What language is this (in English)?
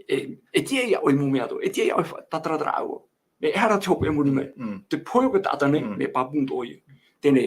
Tahitian